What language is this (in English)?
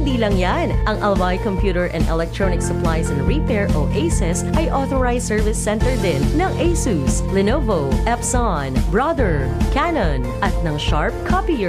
Bikol